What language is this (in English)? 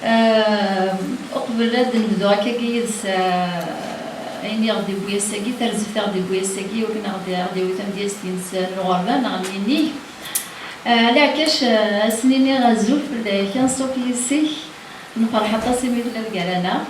Kabyle